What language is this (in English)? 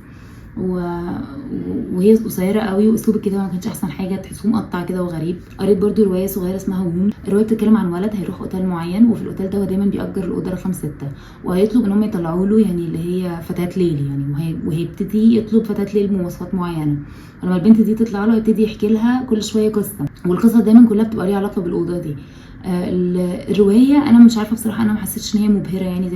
Egyptian Arabic